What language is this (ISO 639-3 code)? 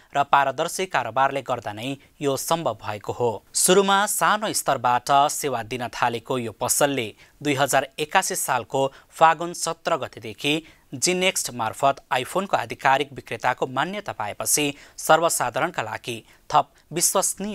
nep